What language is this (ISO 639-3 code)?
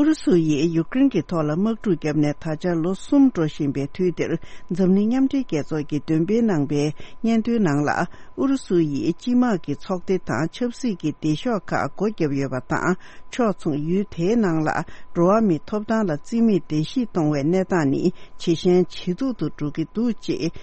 bod